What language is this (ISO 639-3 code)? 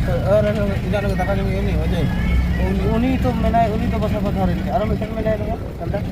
sat